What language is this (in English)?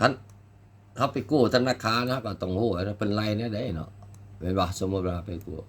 Lao